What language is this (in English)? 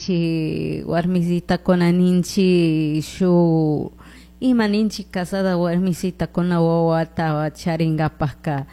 Chimborazo Highland Quichua